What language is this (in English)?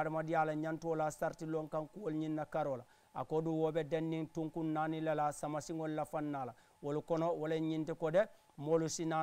Mandingo